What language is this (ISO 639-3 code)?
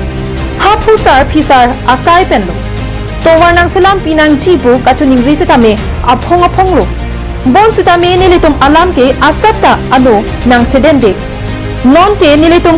mjw